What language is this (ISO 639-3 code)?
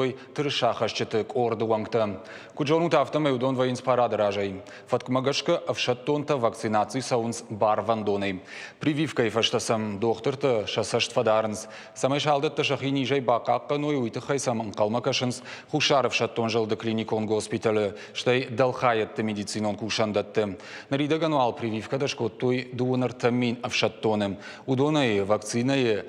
oss